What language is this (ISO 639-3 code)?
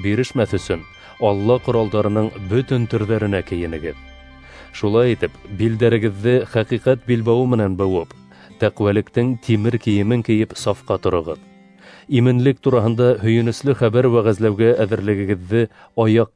bak